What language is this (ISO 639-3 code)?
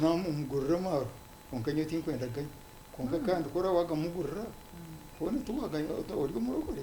nyn